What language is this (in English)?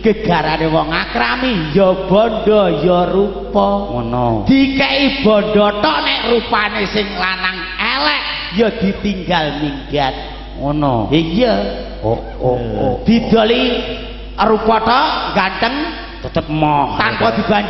Javanese